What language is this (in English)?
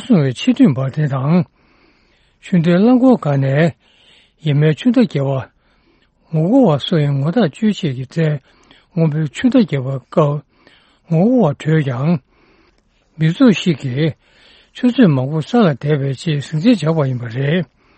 Tibetan